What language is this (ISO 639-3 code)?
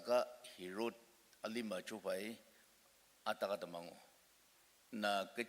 njo